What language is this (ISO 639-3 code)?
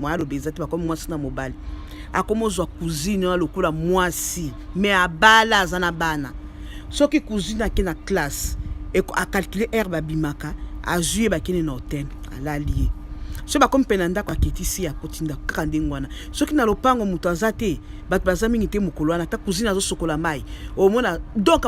lin